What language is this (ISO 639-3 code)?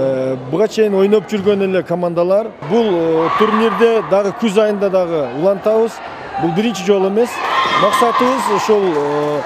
kir